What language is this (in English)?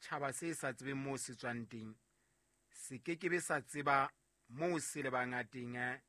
Southern Sotho